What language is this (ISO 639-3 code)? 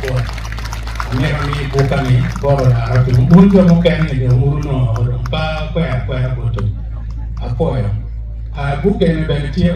ach